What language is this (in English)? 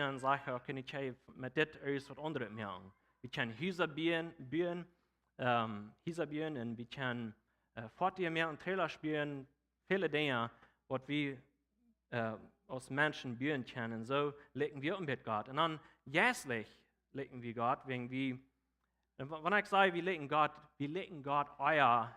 Plautdietsch